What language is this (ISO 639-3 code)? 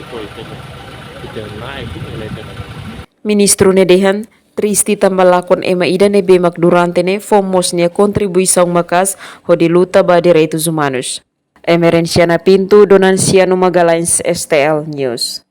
tet